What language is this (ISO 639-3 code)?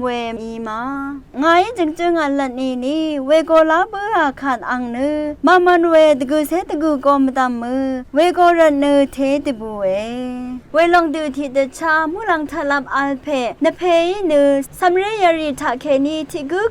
raw